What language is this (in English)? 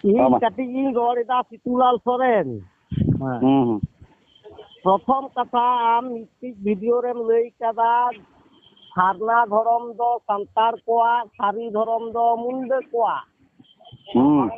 Santali